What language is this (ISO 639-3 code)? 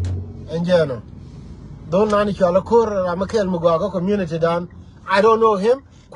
nus